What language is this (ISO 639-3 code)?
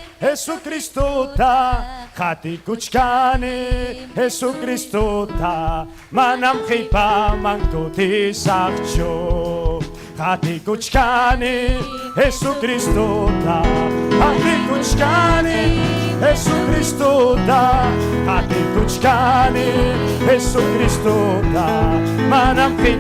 quy